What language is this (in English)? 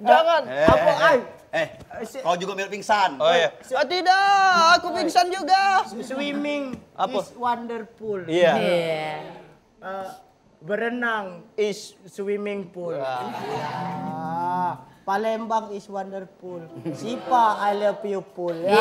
Musi